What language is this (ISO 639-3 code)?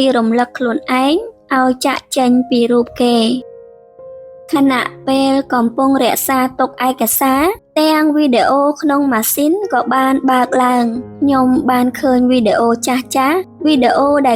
khm